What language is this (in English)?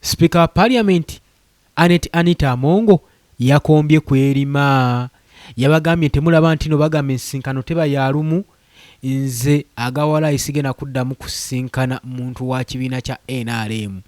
Ganda